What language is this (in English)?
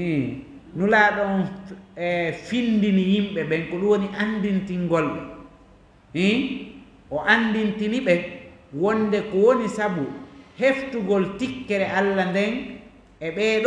Fula